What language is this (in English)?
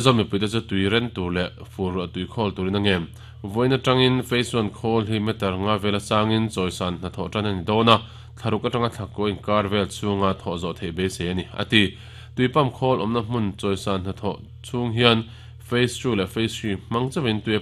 Mizo